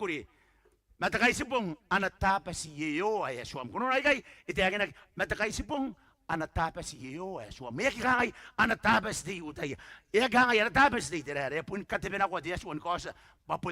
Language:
Gilbertese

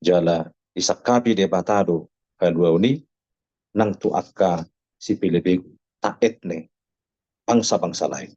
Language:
Batak Toba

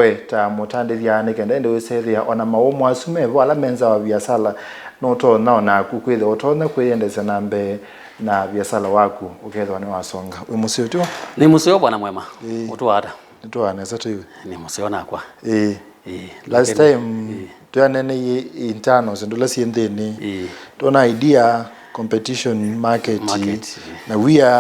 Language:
Kamba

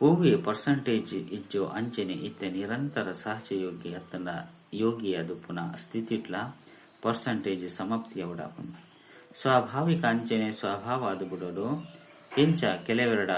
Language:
Tulu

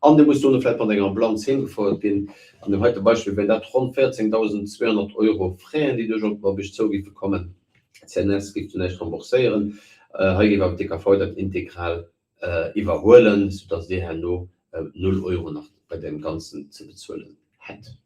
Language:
Luxembourgish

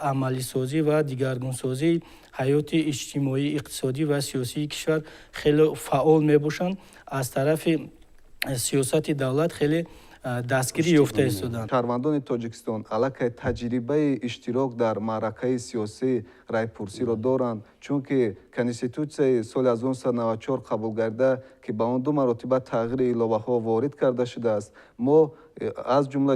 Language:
Tajik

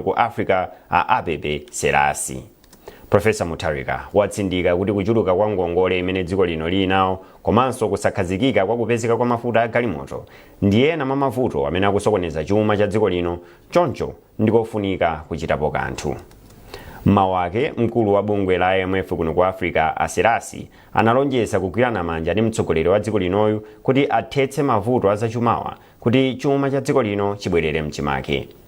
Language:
Nyanja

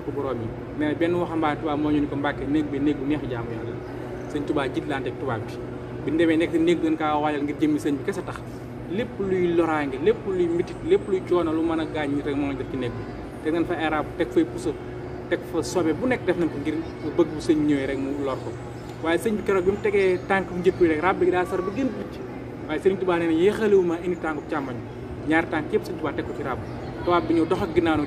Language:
Wolof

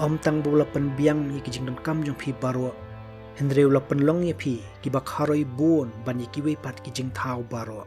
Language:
Khasi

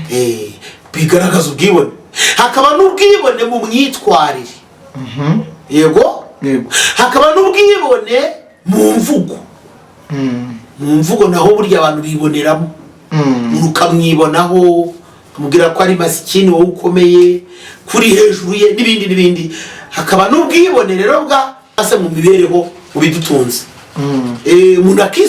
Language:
Kinyarwanda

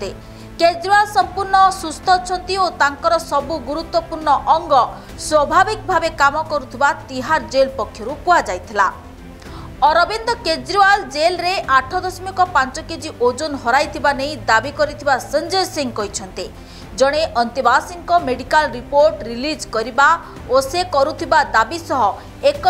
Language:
Odia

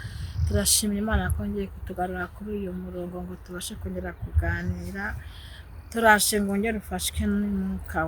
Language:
Kinyarwanda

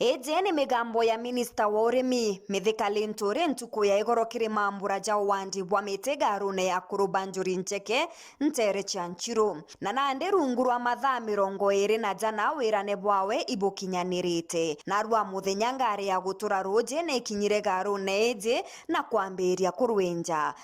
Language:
Meru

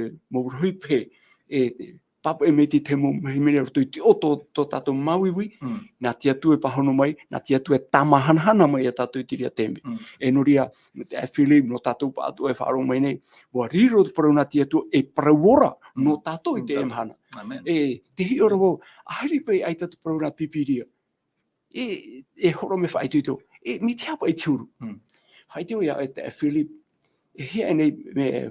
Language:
Tahitian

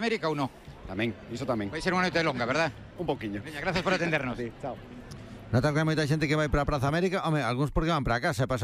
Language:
Galician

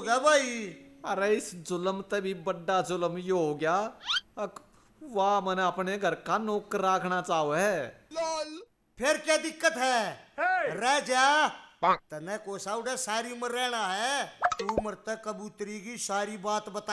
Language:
Haryanvi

